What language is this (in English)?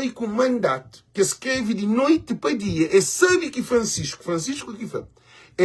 Kabuverdianu